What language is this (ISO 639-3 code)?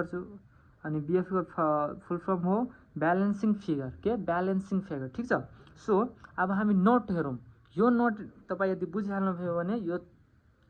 nep